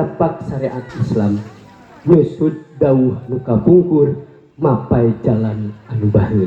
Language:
Sundanese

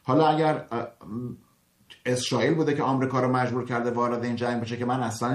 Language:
Persian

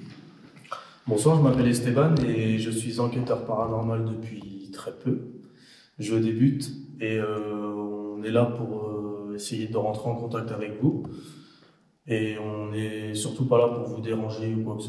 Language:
French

